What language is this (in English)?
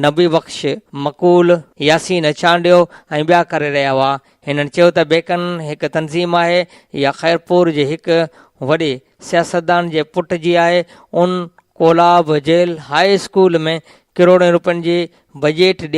Sindhi